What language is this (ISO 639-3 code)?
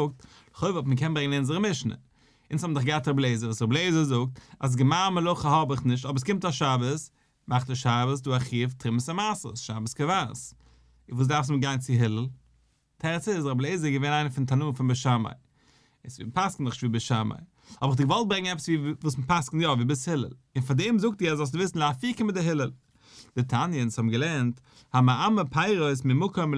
yid